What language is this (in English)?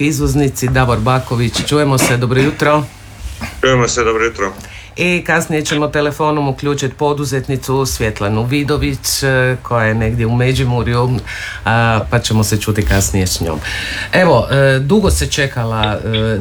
Croatian